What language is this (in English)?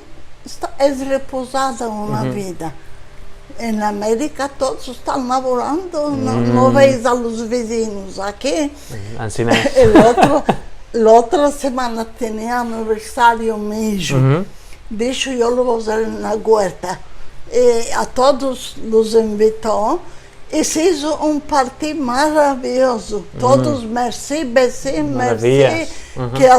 Ladino